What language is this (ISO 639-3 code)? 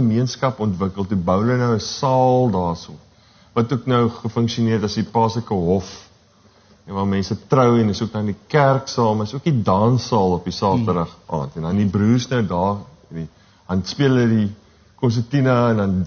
afr